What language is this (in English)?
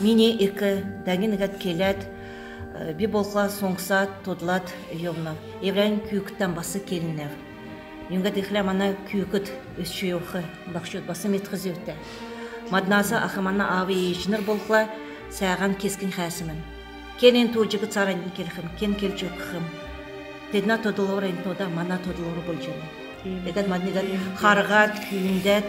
Kalmyk